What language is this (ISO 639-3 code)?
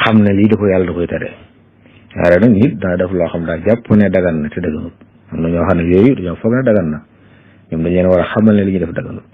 wol